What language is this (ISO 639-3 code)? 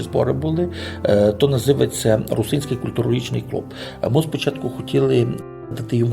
rue